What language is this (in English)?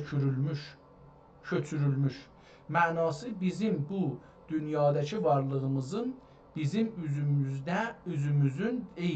South Azerbaijani